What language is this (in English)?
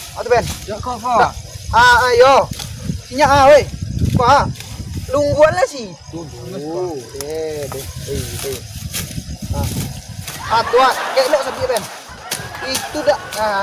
Minangkabau